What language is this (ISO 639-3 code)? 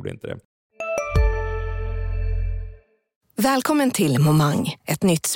swe